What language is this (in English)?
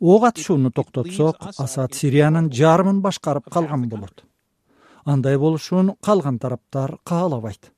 Kyrgyz